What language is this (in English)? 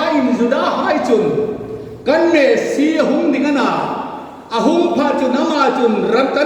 Hmar